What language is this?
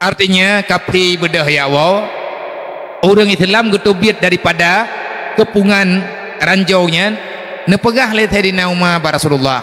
Achinese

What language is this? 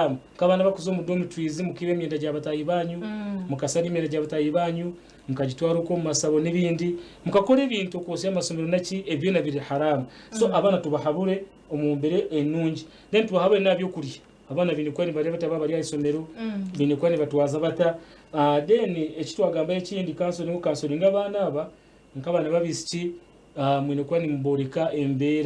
Nyankole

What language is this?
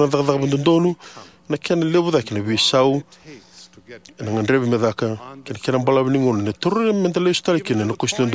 Fijian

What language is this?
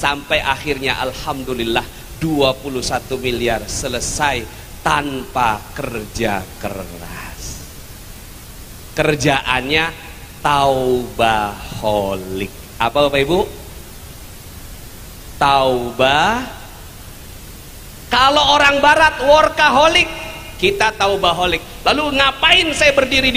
Indonesian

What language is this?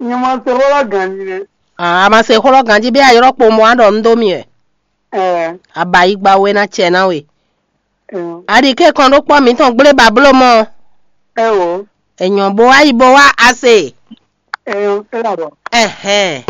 Fon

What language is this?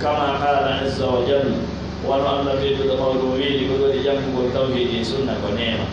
Pular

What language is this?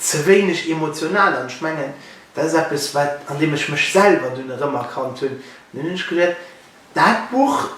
Luxembourgish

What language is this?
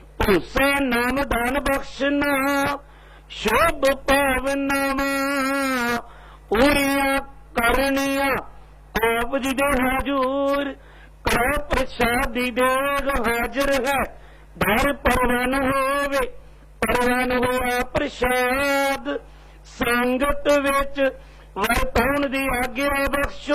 Punjabi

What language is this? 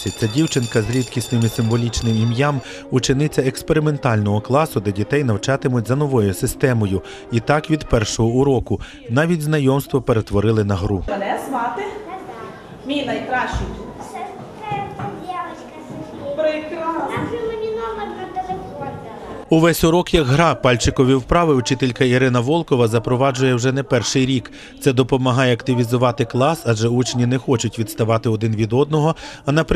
Ukrainian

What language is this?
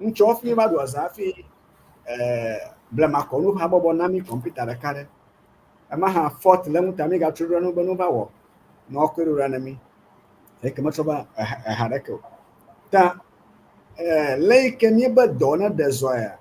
Ewe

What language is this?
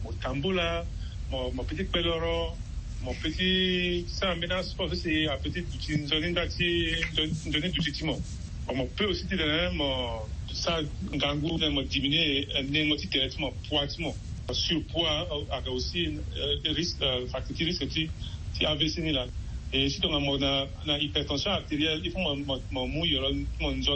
Sango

